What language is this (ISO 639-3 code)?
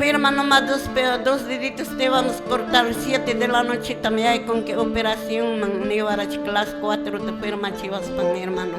que